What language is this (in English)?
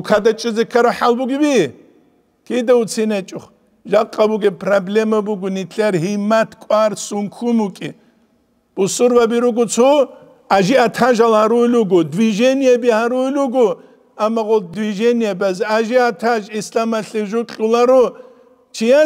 Avaric